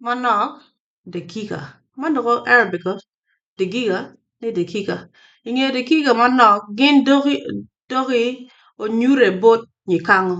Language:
Acoli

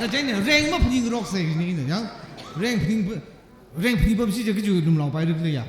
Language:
Tangkhul Naga (India)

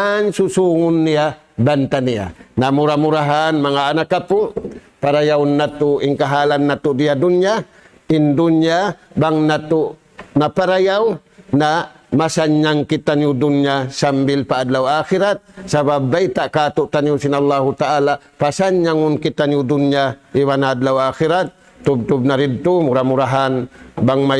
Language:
Tausug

